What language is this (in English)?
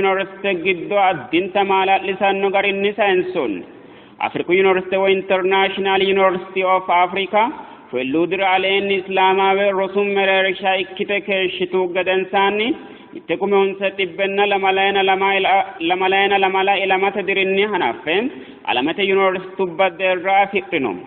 Sidamo